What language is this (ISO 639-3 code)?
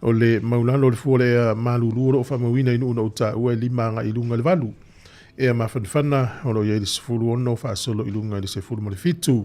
smo